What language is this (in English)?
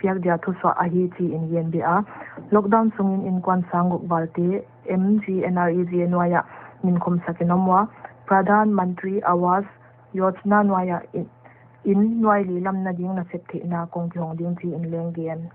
Paite Chin